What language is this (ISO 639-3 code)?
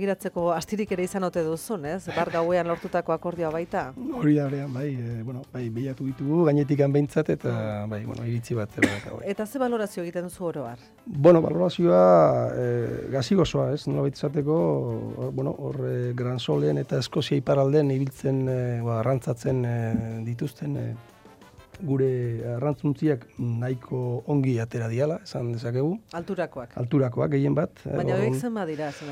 eus